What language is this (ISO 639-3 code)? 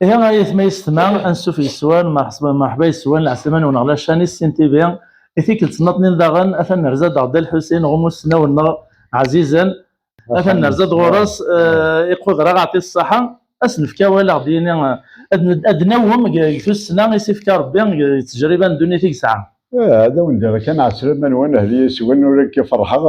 kab